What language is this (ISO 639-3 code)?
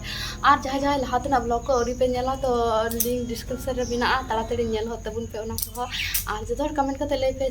sat